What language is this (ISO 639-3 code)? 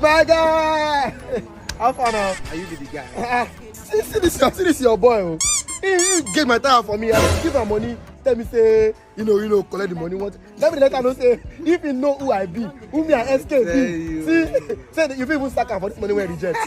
pcm